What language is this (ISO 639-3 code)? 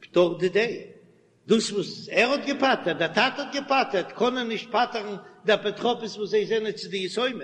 yid